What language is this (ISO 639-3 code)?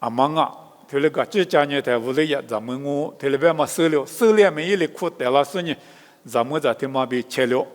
lis